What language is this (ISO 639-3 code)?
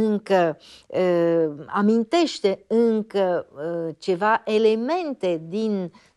ron